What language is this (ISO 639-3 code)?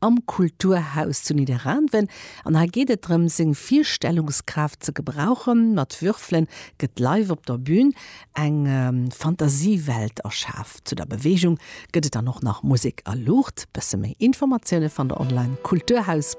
ltz